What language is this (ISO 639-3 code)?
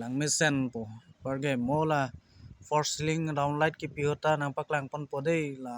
mjw